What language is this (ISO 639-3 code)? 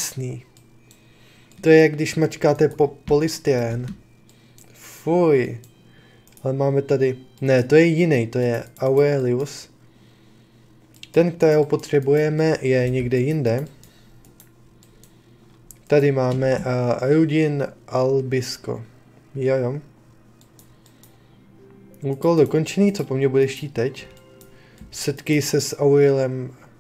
ces